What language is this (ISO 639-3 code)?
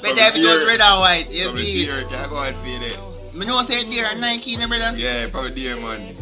jam